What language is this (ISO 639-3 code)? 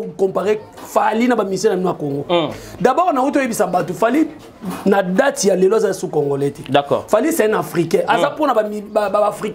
lin